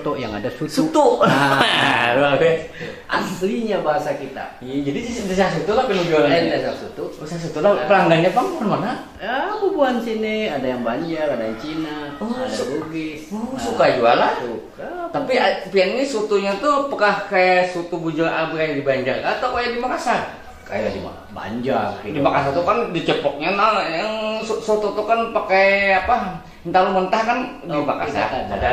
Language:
Banjar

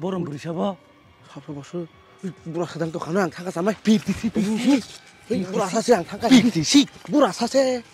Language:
Kok Borok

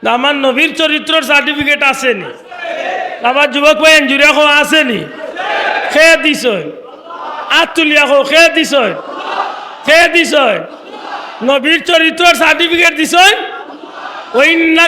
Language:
Sylheti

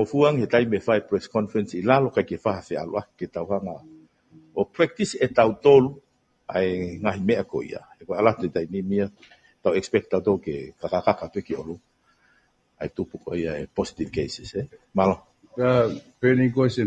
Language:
Tongan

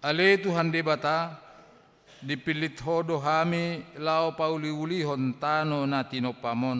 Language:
Batak Toba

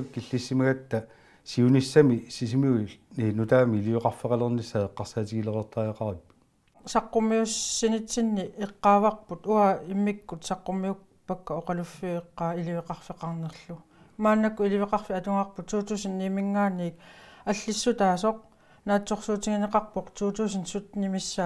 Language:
Kalaallisut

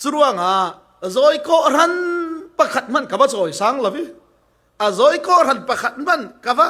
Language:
Falam Chin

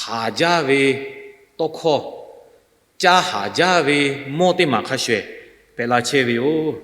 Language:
Lahu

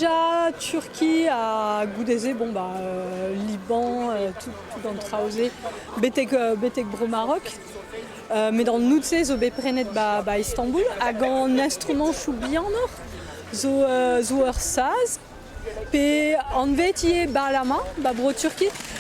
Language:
Breton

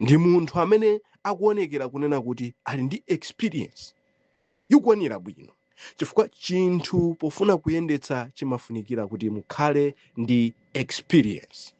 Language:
Nyanja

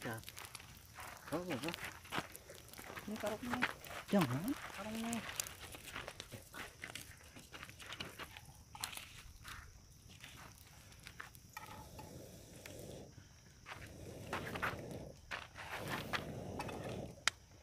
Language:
Indonesian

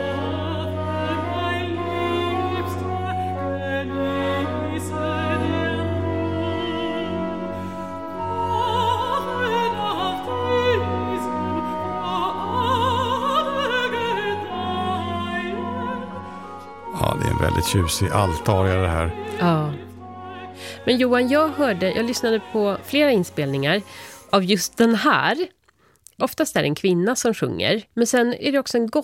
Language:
Swedish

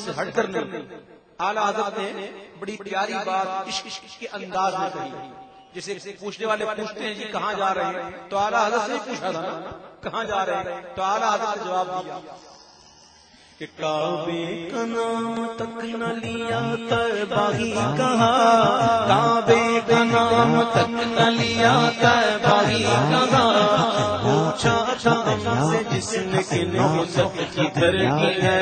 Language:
Urdu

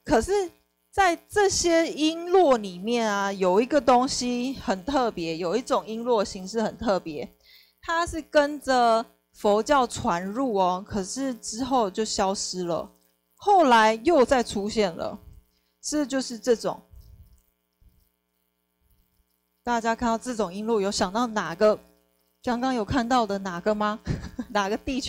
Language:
Chinese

